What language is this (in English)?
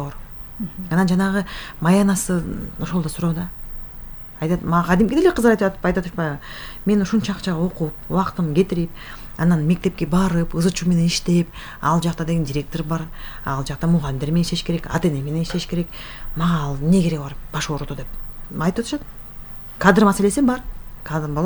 Kyrgyz